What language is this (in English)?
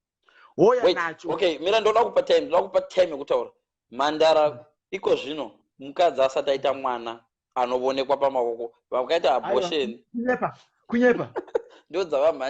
Shona